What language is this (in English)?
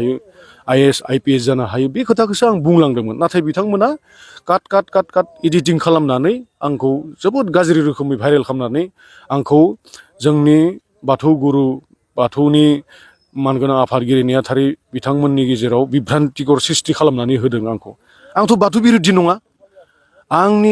Bodo